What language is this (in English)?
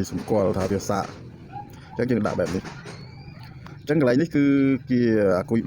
Khmer